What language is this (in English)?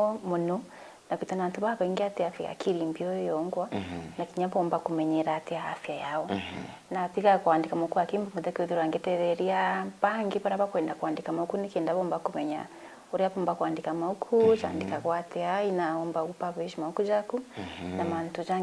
Meru